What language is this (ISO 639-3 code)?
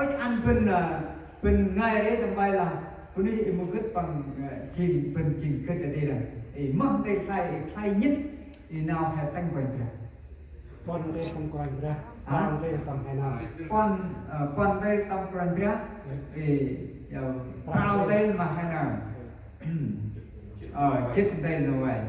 cmo